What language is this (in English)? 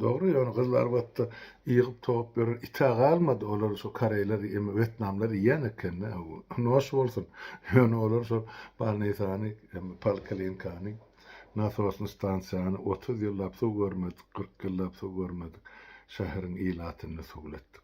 Turkmen